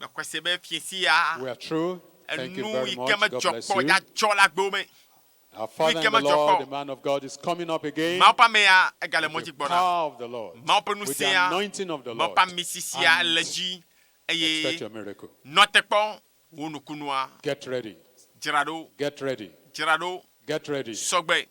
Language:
Ewe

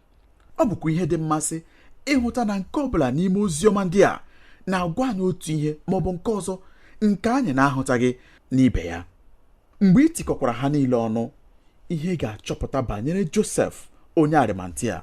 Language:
Igbo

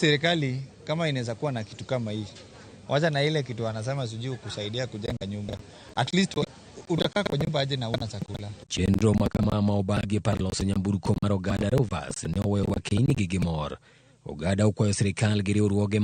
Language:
Luo (Kenya and Tanzania)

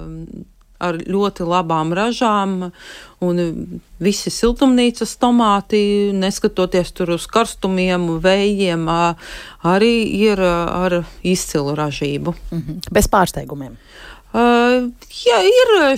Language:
Latvian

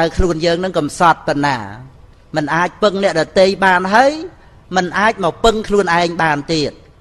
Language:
Khmer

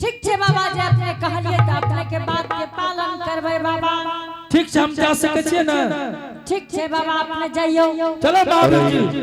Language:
Angika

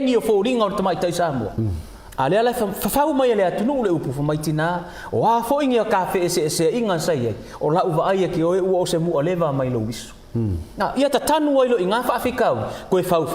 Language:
Samoan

